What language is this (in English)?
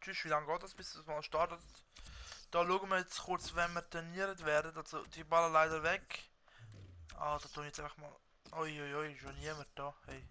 Swiss German